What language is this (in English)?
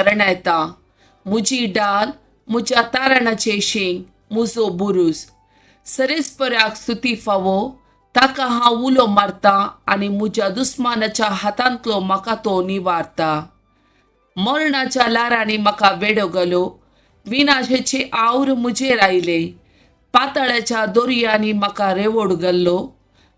Konkani